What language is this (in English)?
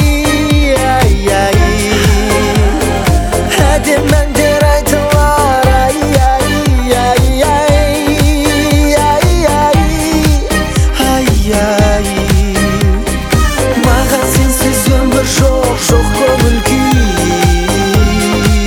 Kazakh